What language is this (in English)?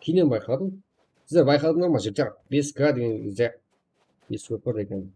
Kara-Kalpak